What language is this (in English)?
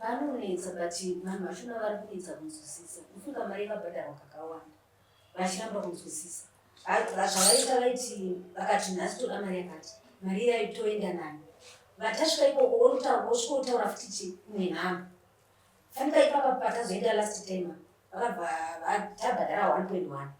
Shona